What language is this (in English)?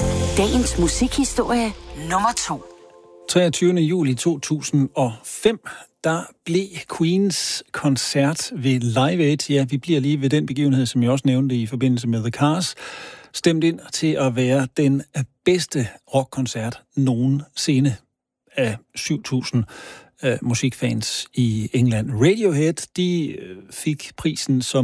Danish